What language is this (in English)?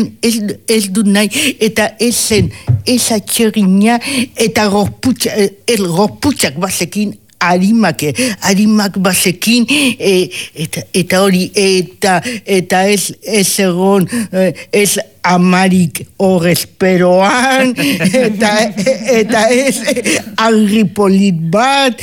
Basque